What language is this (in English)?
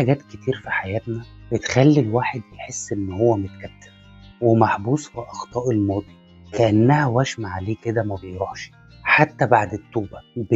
Egyptian Arabic